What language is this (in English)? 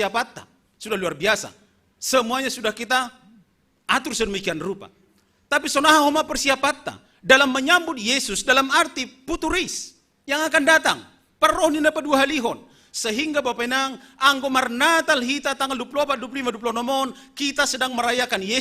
Batak Simalungun